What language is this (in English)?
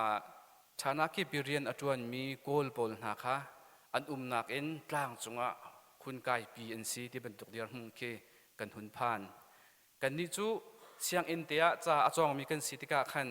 Hakha Chin